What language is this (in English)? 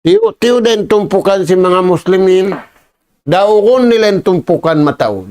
Tausug